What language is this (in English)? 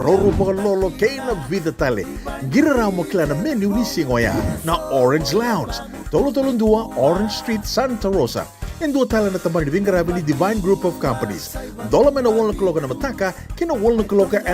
Fijian